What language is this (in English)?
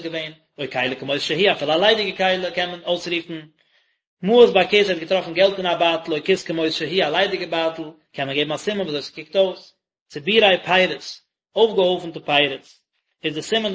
Yiddish